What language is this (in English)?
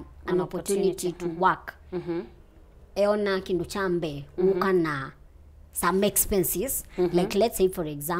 Kamba